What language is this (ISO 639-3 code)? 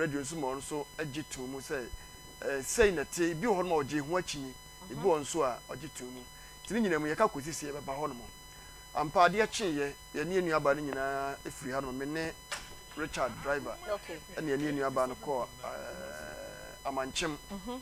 aka